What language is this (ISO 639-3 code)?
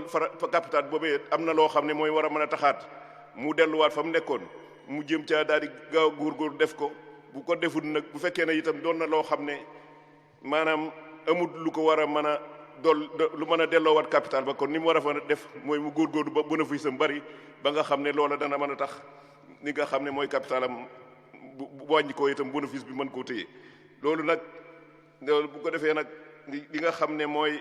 wol